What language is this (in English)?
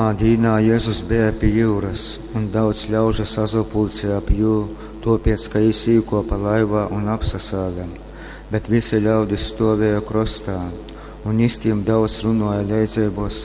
Latgalian